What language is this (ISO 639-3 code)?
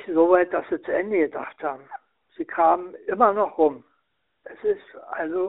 deu